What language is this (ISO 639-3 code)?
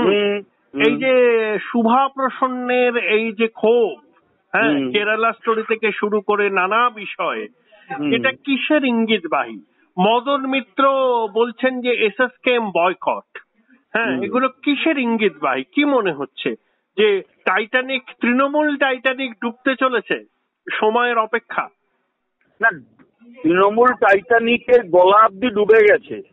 ben